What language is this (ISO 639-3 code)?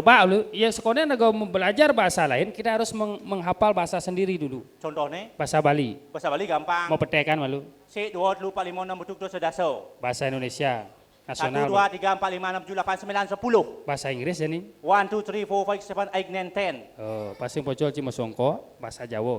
ban